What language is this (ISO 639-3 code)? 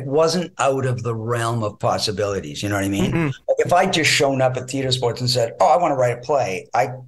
eng